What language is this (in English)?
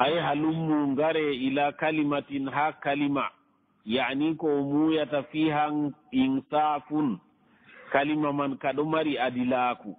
Fula